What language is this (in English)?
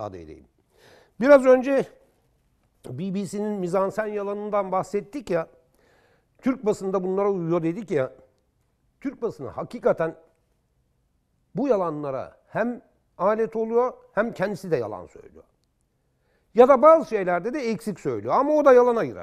Turkish